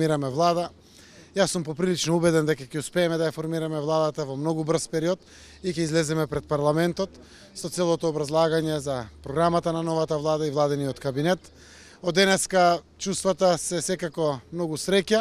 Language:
Macedonian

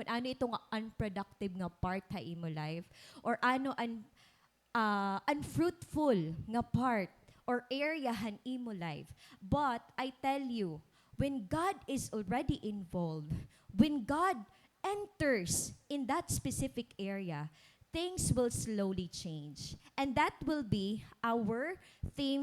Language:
Waray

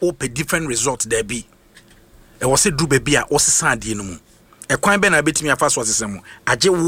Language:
Akan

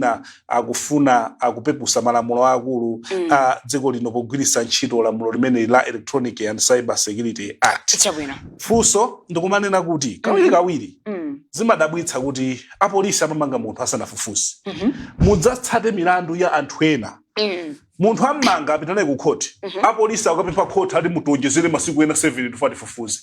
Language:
Nyanja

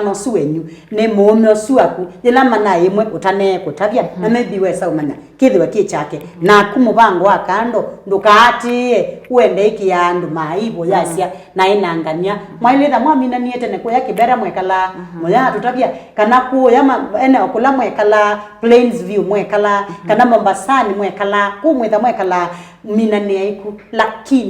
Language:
Kamba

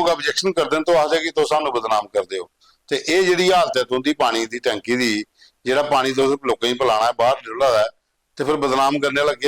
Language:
Dogri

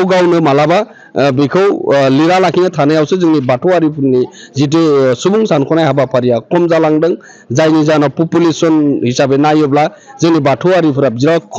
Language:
Bodo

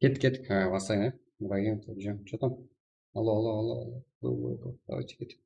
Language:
Kara-Kalpak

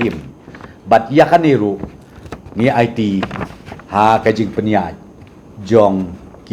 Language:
Khasi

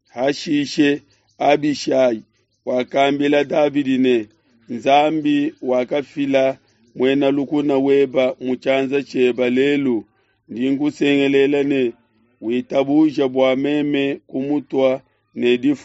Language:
Luba-Lulua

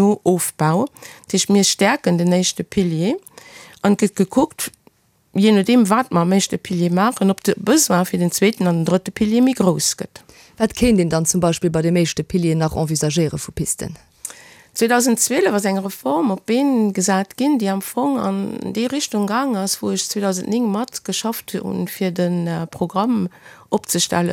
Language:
Luxembourgish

